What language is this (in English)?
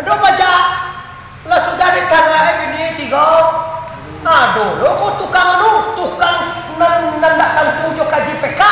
Minangkabau